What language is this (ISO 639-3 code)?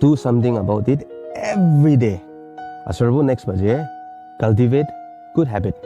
njo